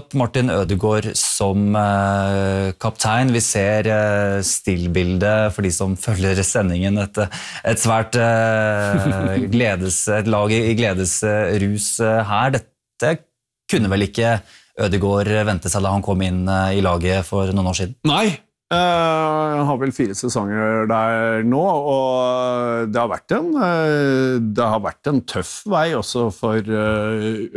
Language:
Norwegian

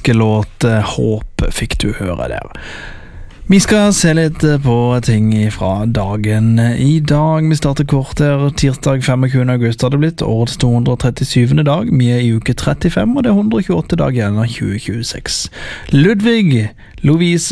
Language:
Norwegian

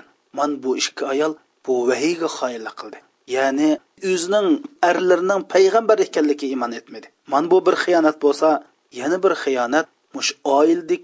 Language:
Uyghur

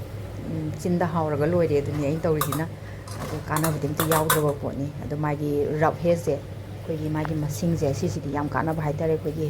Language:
Manipuri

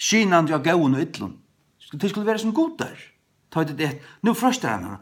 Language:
Faroese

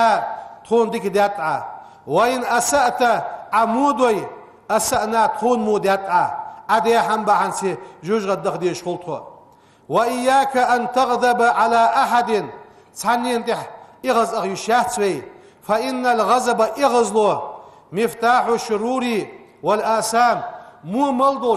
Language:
Ingush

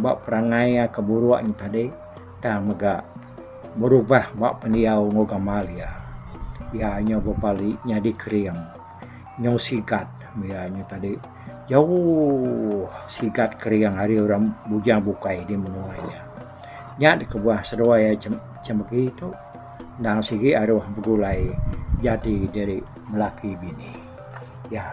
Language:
Iban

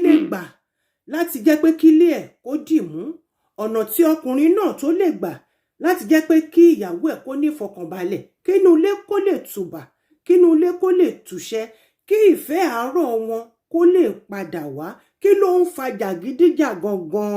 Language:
Yoruba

